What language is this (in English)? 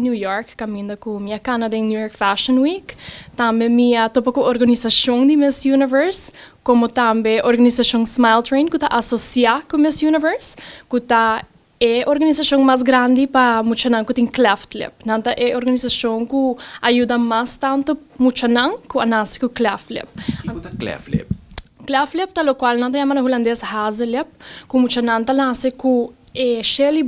Papiamento